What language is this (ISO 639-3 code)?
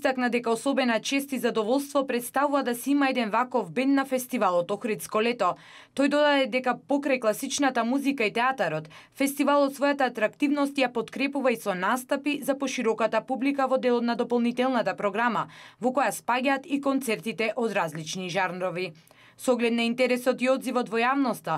mkd